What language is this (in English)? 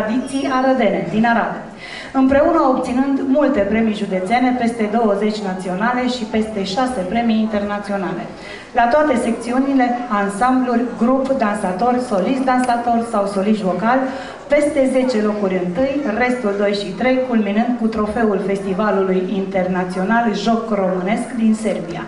Romanian